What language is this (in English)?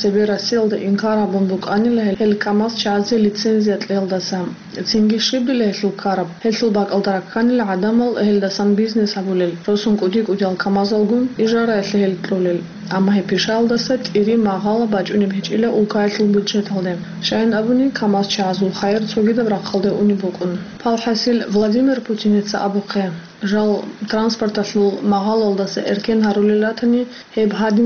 Avaric